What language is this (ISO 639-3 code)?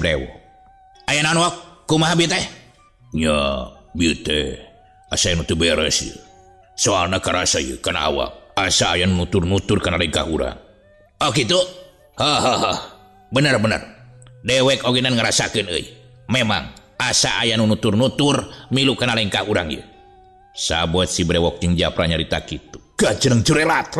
sun